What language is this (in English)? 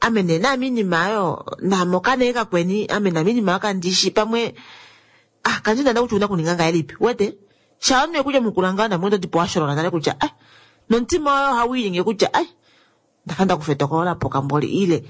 Kuanyama